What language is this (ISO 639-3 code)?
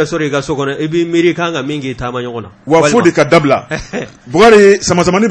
bam